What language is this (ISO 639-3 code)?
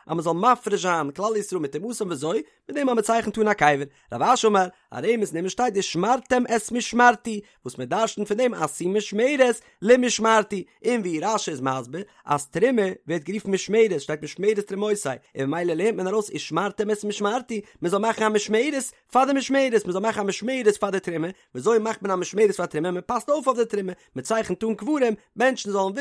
yid